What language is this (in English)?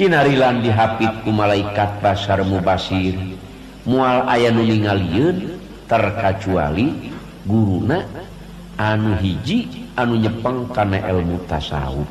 Sundanese